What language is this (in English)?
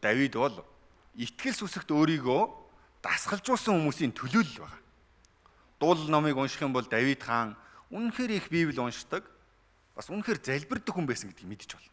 Mongolian